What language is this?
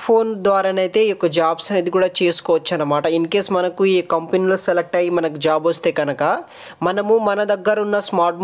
Telugu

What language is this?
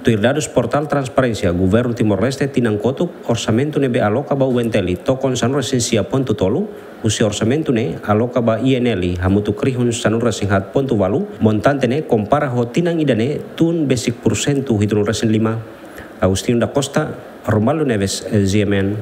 Tetum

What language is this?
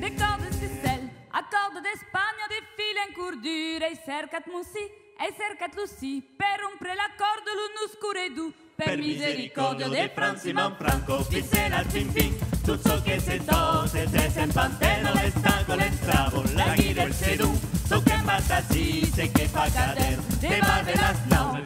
Occitan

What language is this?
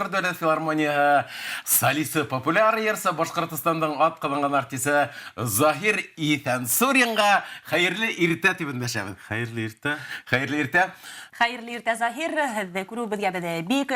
Bashkir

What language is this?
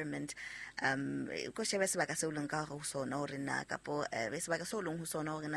Southern Sotho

